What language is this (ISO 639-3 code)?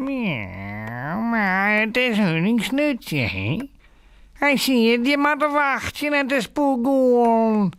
fry